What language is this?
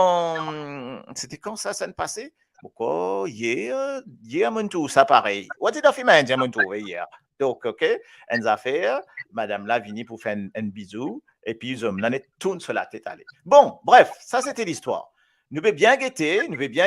Morisyen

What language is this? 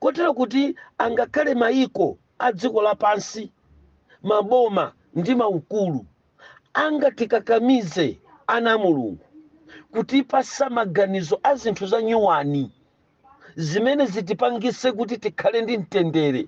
Nyanja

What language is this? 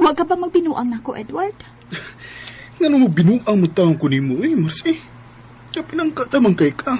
Cebuano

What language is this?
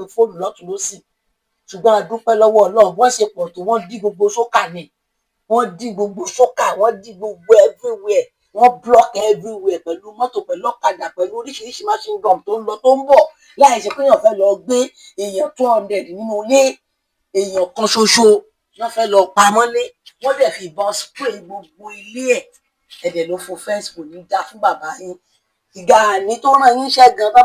Yoruba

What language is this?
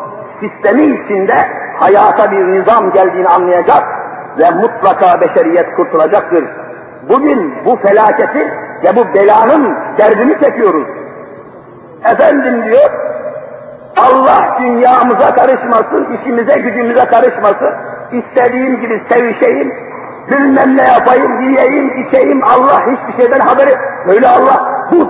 Turkish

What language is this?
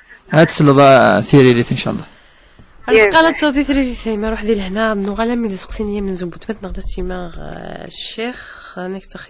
Kabyle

